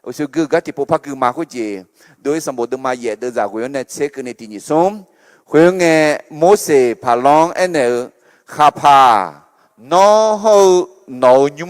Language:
Akha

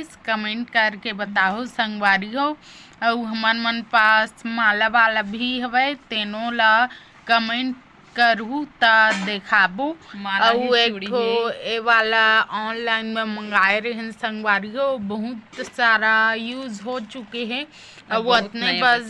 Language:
Chhattisgarhi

